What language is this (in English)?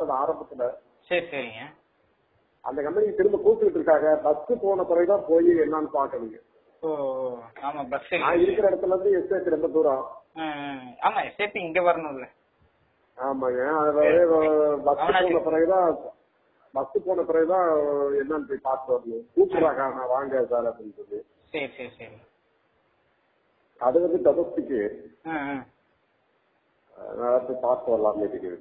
Tamil